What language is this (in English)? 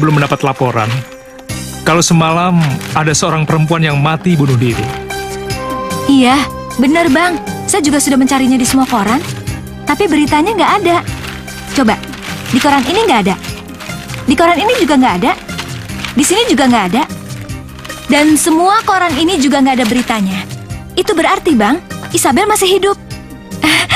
Indonesian